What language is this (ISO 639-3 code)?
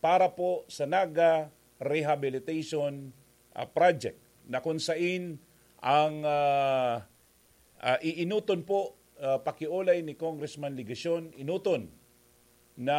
bik